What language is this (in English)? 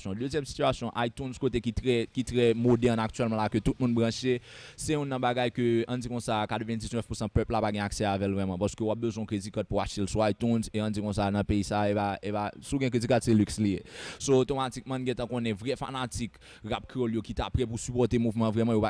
Haitian Creole